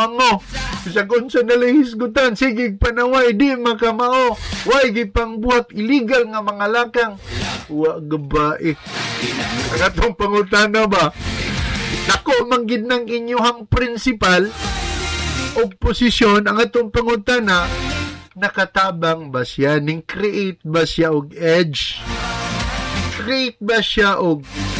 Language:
Cebuano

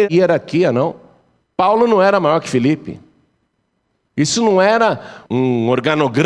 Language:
Portuguese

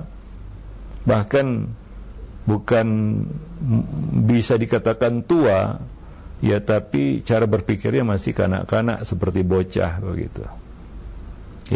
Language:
Indonesian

